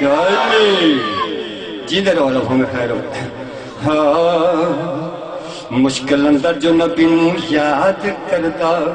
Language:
Saraiki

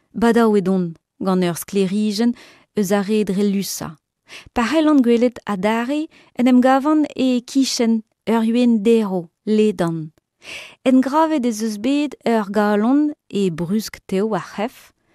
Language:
Breton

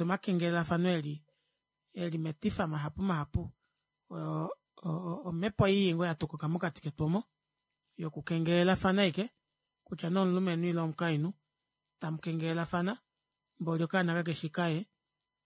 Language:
Kuanyama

